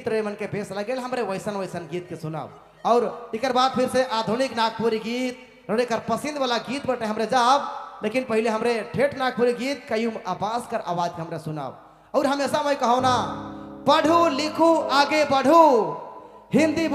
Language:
Sadri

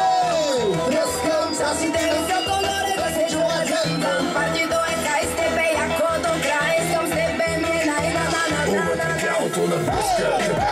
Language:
Bulgarian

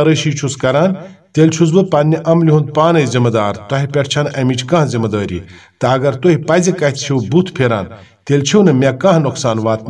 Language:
Kashmiri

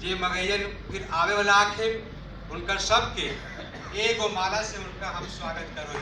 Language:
Magahi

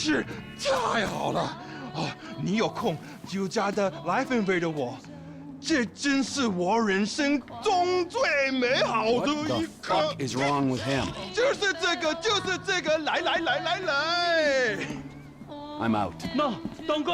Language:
Swiss German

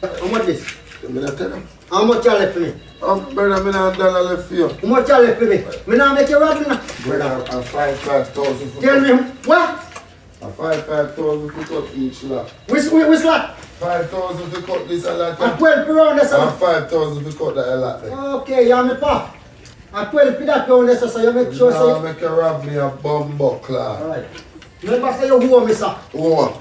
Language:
Jamaican Creole English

